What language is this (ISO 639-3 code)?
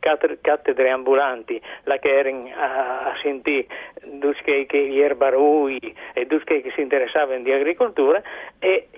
fur